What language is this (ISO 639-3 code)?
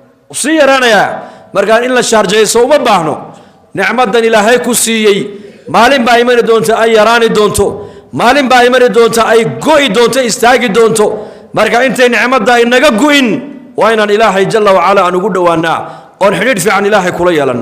som